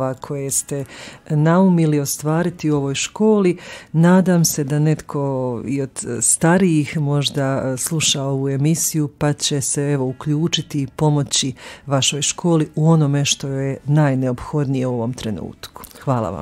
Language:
Croatian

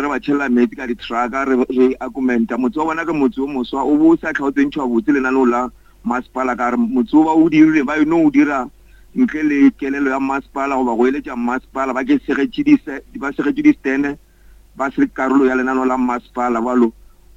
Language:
Northern Sotho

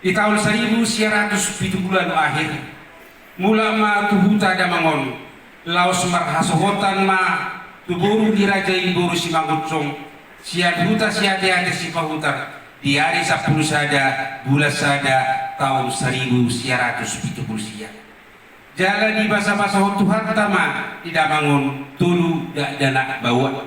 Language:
Batak Toba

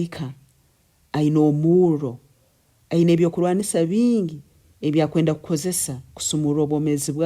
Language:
Nyankole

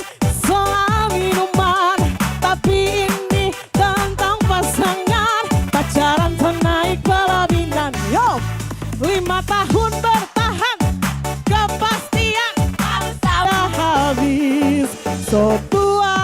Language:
Manado Malay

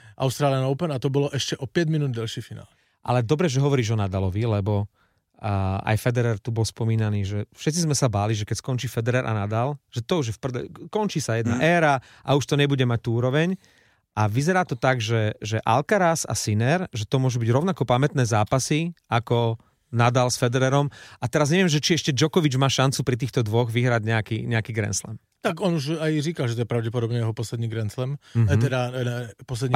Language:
Slovak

